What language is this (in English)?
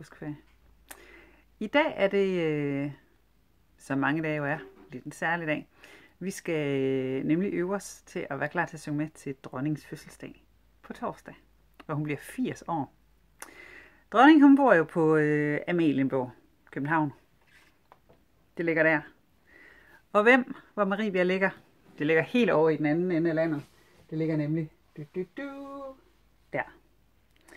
Danish